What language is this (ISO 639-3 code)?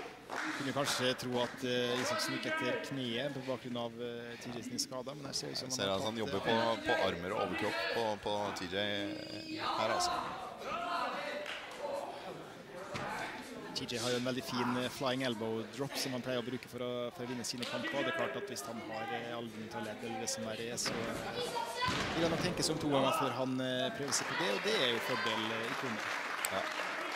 nor